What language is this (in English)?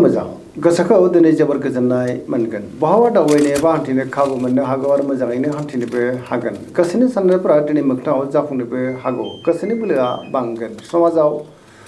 Bodo